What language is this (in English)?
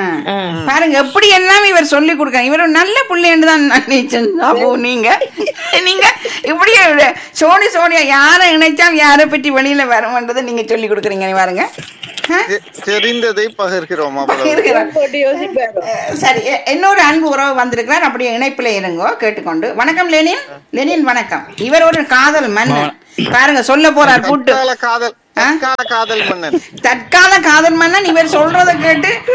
Tamil